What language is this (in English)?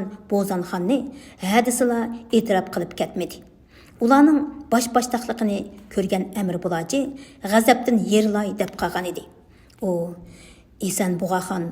Uyghur